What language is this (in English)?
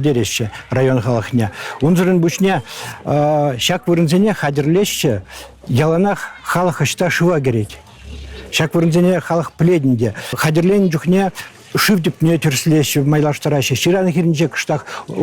Chuvash